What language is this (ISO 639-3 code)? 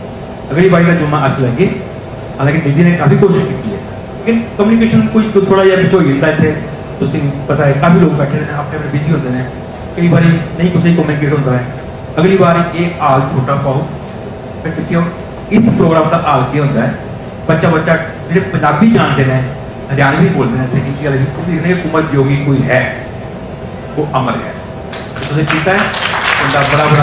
doi